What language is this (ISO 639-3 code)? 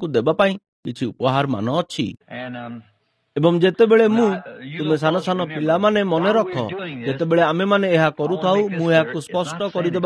ori